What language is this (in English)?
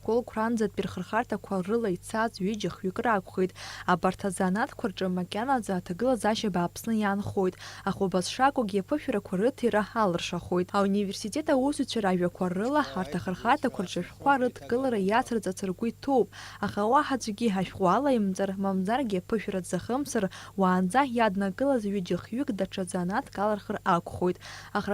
Abkhazian